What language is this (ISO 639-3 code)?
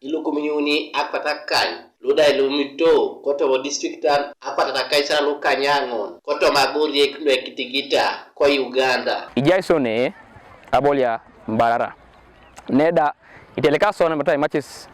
teo